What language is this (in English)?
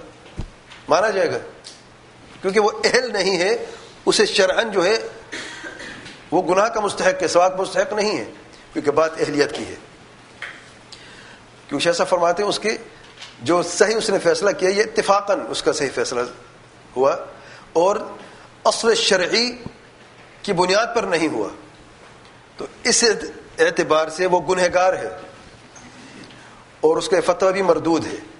Urdu